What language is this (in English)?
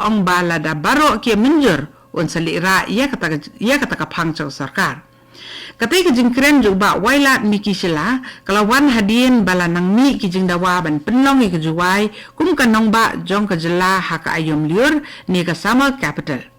Khasi